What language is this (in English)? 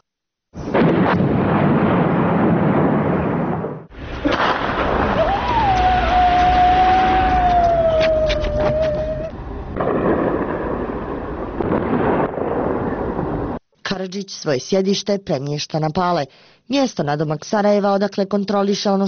Bosnian